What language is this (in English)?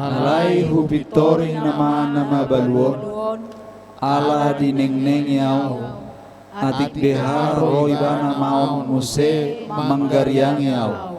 Batak Toba